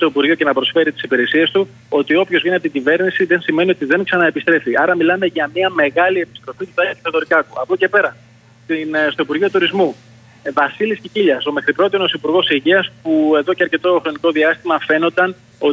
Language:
Greek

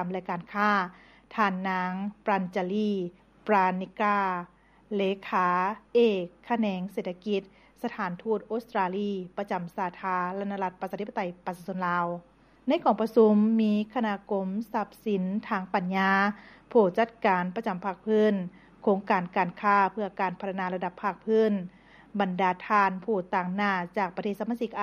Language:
Lao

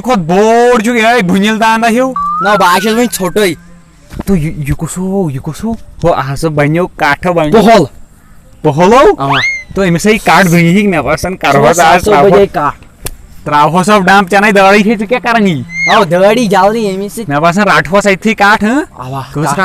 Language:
Kashmiri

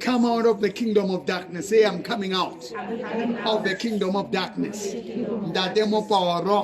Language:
Southern Sotho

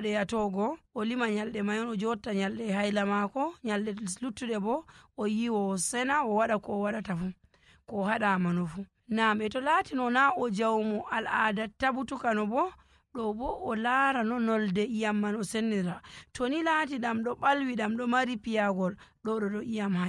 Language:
Nigerian Fulfulde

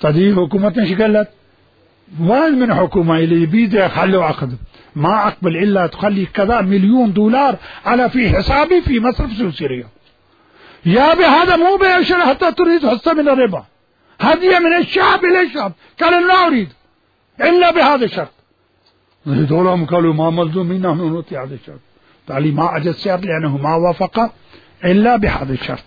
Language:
Mesopotamian Arabic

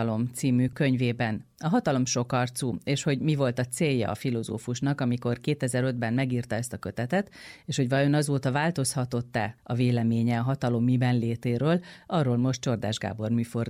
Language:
Hungarian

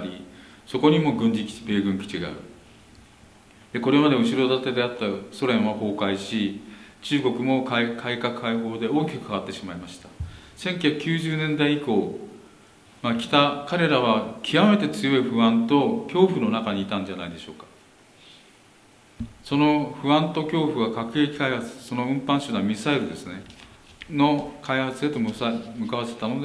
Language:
Japanese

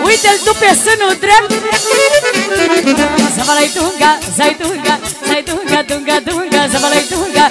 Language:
Romanian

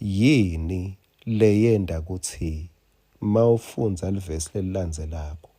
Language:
Swati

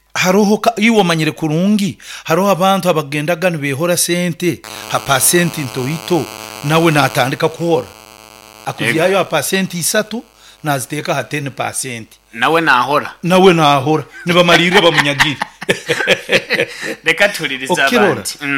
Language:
Nyoro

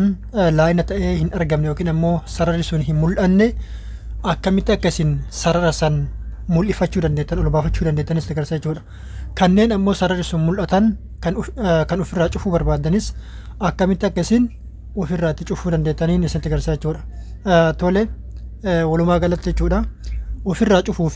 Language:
Oromo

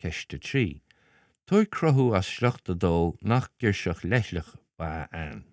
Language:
Irish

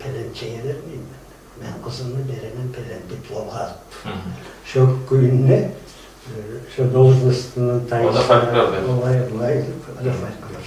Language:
Kumyk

